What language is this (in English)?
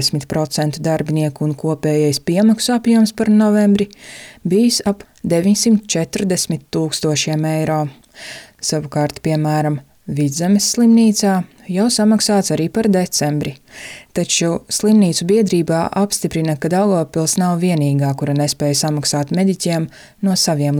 Latvian